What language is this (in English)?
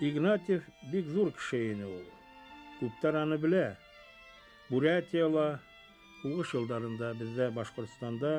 Bashkir